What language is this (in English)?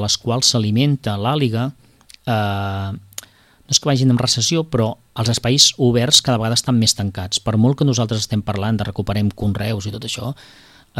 Catalan